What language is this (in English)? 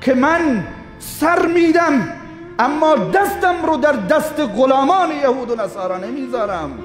Persian